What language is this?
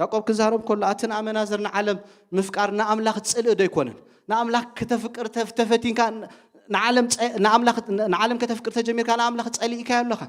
Tigrinya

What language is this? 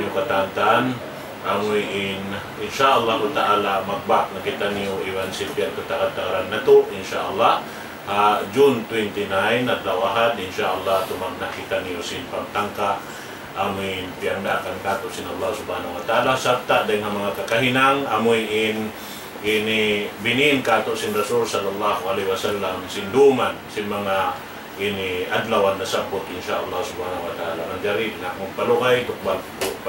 Tausug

